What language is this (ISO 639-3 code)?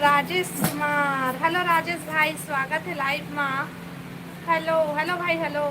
hne